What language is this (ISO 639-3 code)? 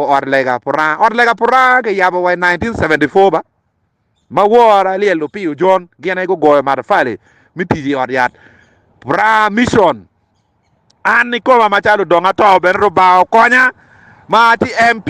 ach